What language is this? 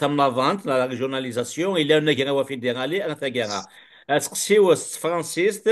Kabyle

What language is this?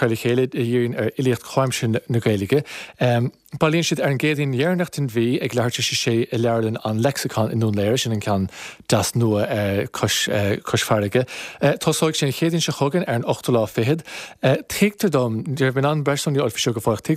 Irish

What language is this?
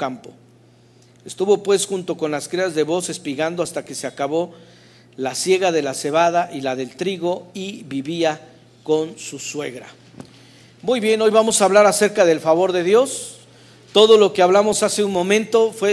Spanish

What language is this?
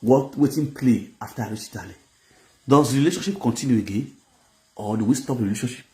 Nigerian Pidgin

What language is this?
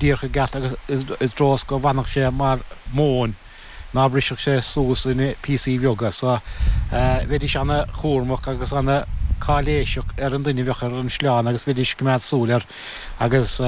Irish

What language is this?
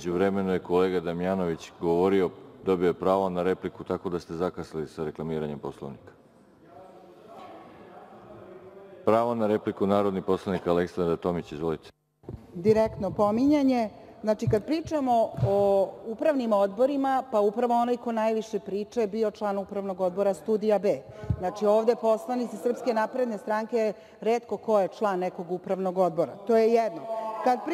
Serbian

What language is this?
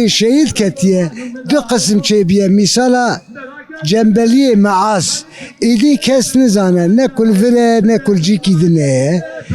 Kurdish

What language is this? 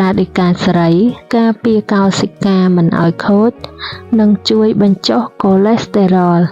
Khmer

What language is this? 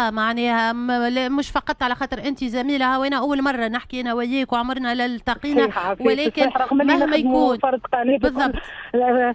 Tunisian Arabic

